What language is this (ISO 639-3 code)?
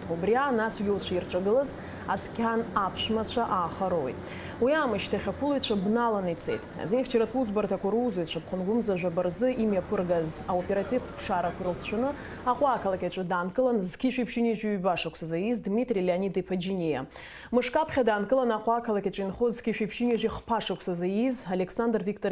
abk